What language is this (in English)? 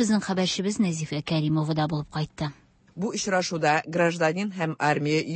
Tatar